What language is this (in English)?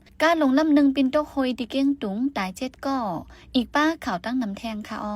Shan